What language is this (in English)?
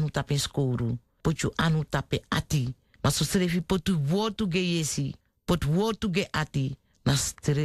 Sranan Tongo